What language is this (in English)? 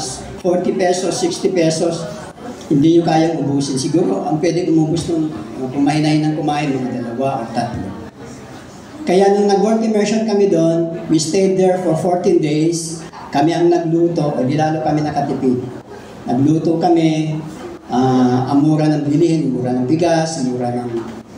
Filipino